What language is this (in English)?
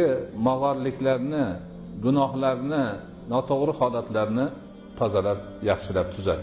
Uzbek